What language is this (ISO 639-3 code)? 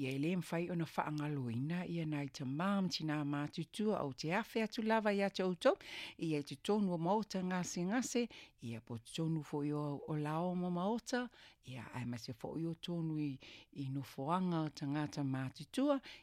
smo